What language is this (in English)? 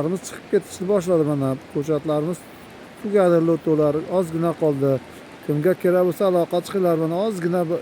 Uzbek